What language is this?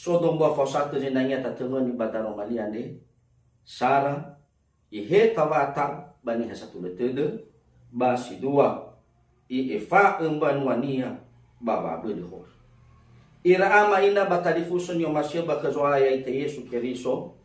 Nias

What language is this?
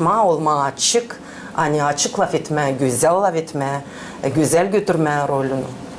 Gagauz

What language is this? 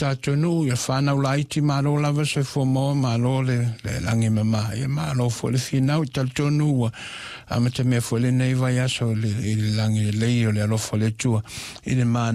Samoan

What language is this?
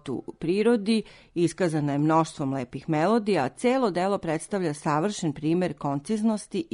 Serbian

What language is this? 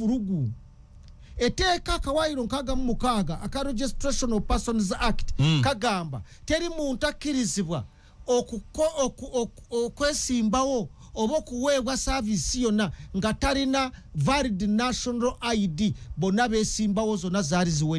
Ganda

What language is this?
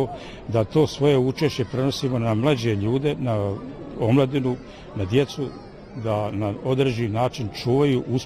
Bosnian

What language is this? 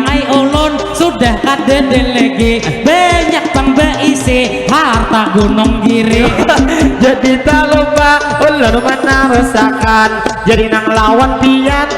Banjar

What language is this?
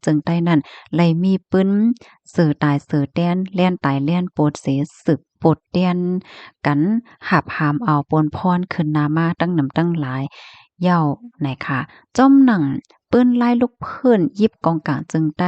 Shan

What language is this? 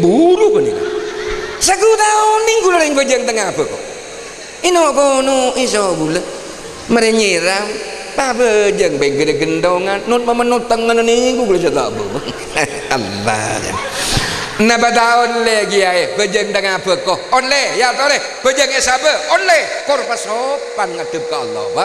Madurese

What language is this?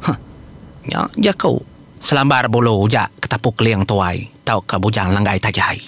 Iban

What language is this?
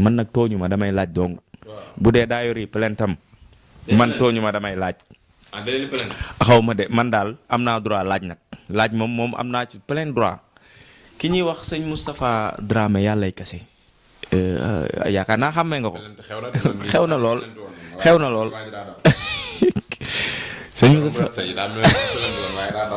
Wolof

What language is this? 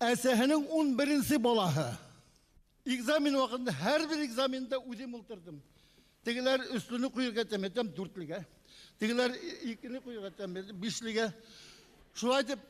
Bashkir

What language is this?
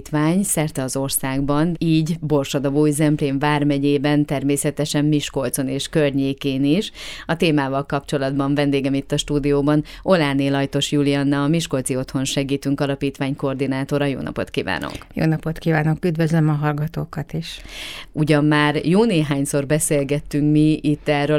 Hungarian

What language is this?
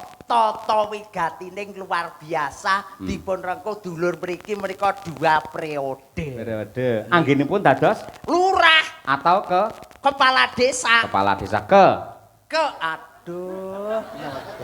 Javanese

